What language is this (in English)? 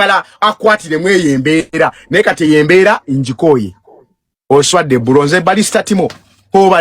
Ganda